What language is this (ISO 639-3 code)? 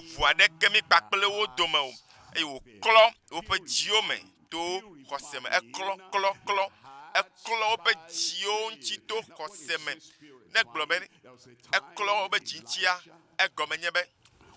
ewe